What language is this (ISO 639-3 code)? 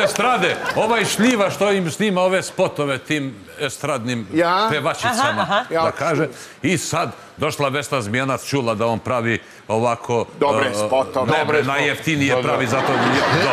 srp